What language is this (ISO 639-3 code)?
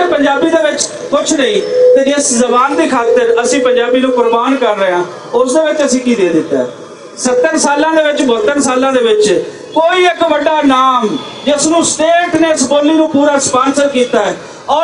lah